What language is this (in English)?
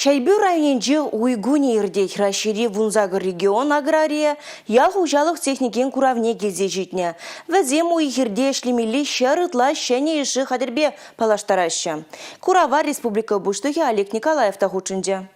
Chuvash